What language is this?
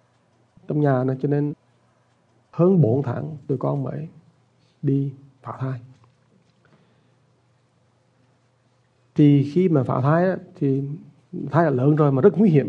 Vietnamese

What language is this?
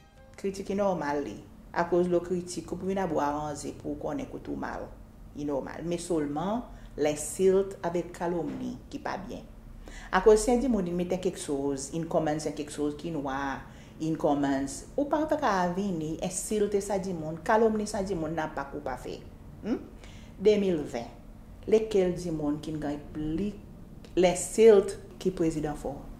Seselwa Creole French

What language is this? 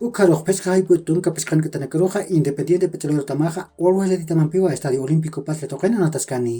Aymara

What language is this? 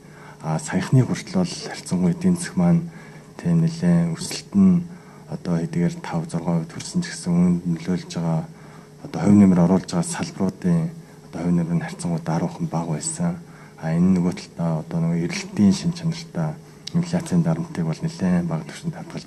Mongolian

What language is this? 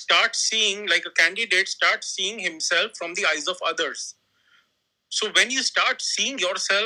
English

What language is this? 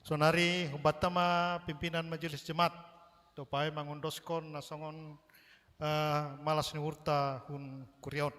Batak Simalungun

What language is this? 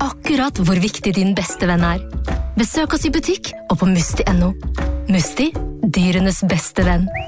Norwegian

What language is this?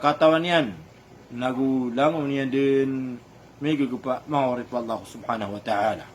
Maranao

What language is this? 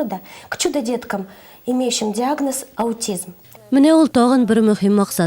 Tatar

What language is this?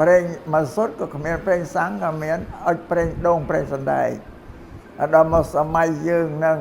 Khmer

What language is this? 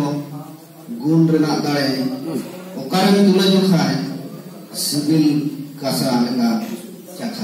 Santali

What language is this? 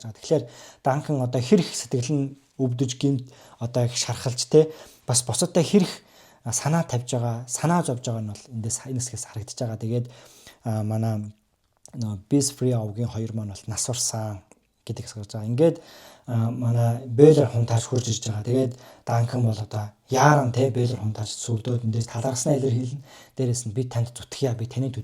Mongolian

